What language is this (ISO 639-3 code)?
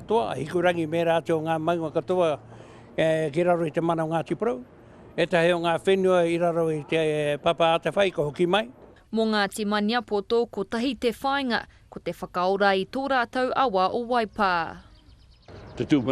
mri